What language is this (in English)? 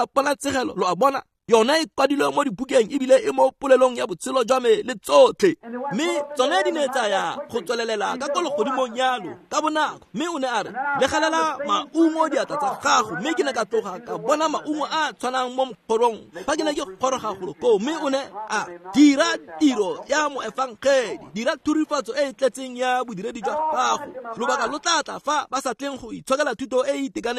Tswana